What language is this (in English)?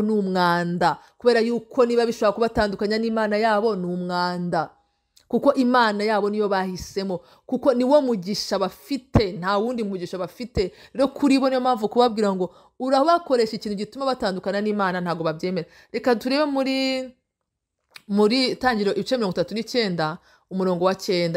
Kinyarwanda